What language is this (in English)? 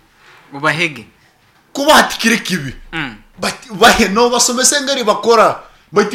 Nyoro